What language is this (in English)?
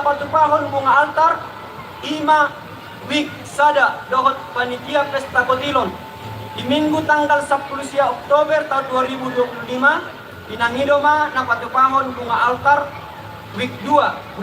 Batak Toba